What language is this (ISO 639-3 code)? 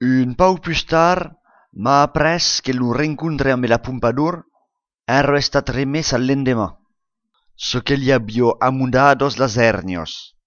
oci